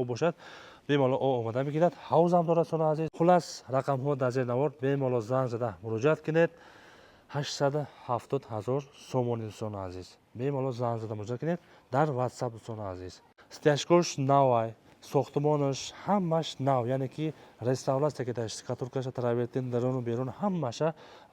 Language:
Tajik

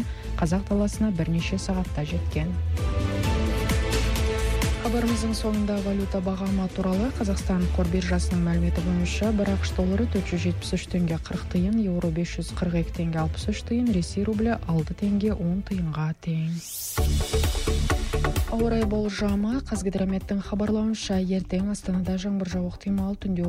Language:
Kazakh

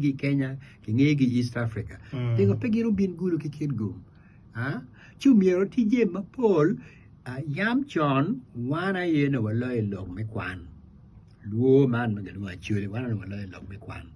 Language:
Acoli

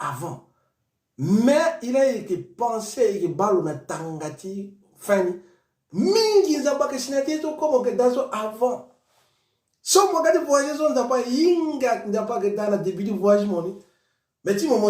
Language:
Sango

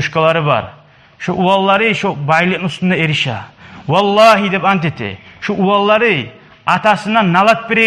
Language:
Kumyk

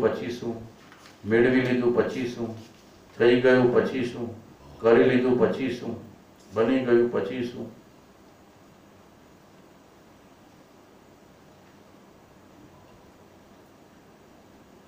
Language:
Gujarati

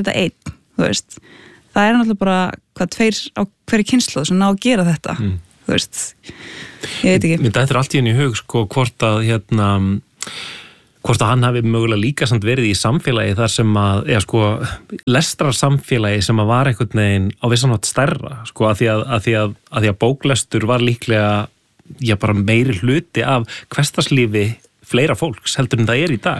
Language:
Icelandic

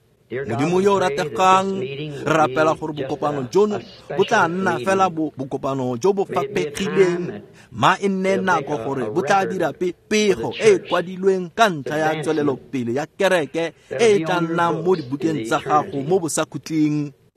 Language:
Tswana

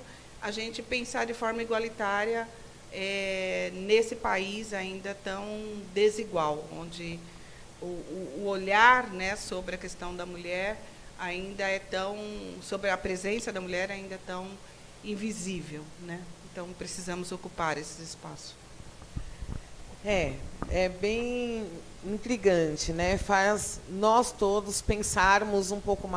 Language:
Portuguese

